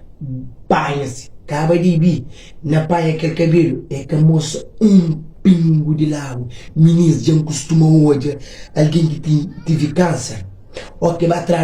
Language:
Kabuverdianu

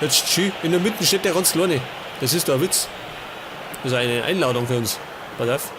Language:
Bavarian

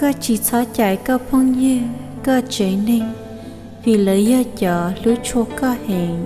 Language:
Hmong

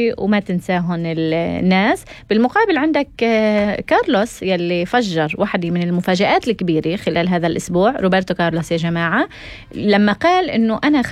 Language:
North Levantine Arabic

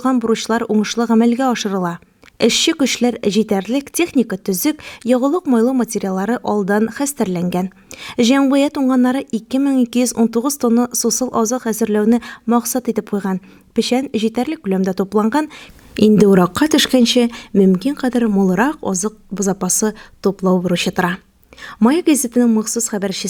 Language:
Tatar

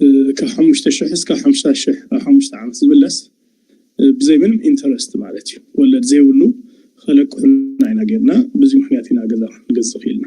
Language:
Tigrinya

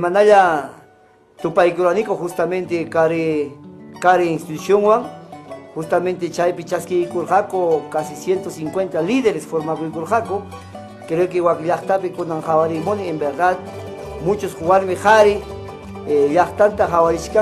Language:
Ayacucho Quechua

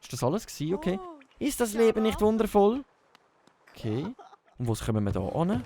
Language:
Swiss German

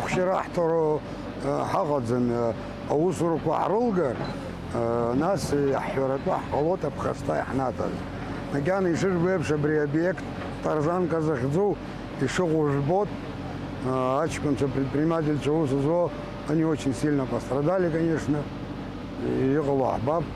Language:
Abkhazian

